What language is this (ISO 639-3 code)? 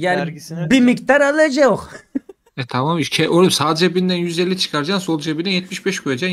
tur